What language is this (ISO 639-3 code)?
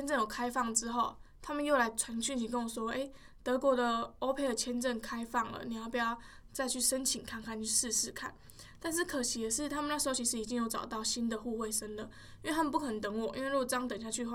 zho